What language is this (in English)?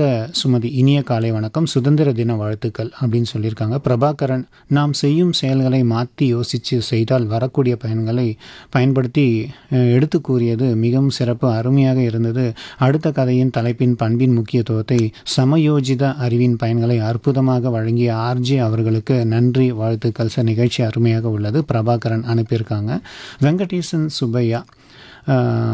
Tamil